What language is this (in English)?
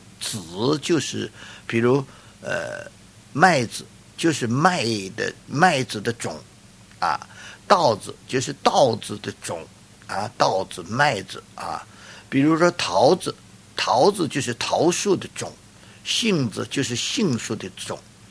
Chinese